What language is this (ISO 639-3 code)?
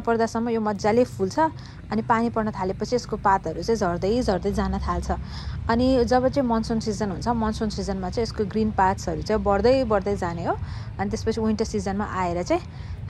nep